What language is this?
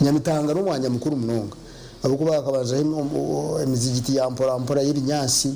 Nyankole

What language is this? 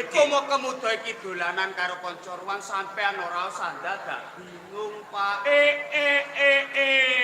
Javanese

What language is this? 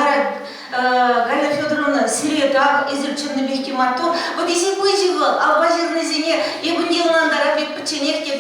Chuvash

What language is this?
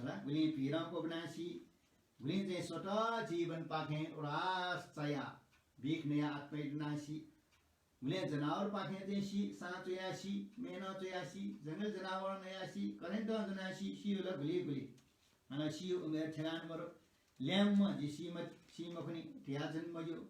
Newari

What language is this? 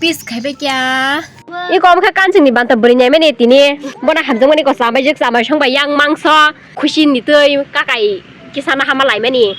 Kok Borok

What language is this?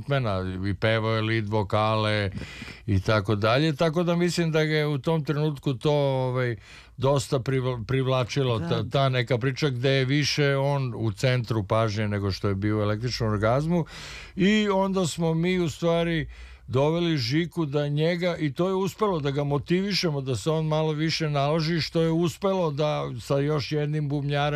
Serbian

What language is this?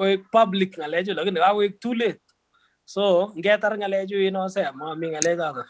Kalenjin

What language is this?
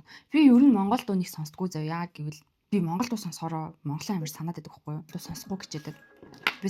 Mongolian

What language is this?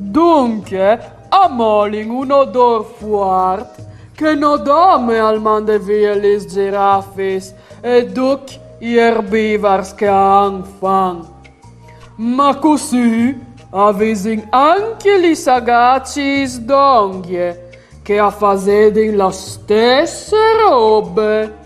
Friulian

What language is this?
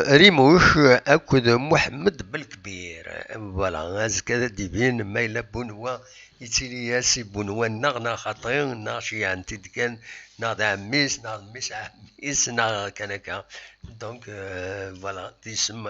Kabyle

